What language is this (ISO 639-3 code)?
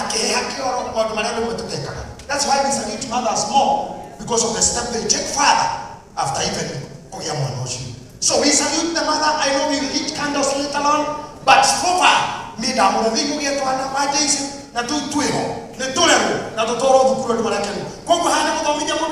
kik